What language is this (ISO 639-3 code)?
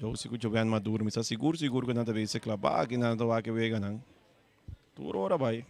pap